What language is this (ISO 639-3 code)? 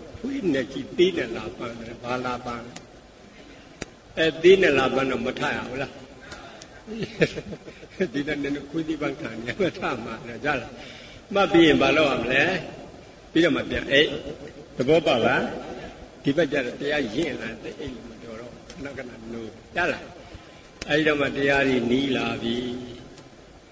mya